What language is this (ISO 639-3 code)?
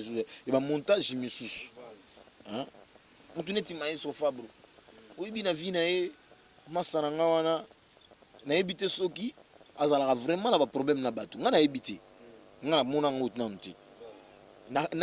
lin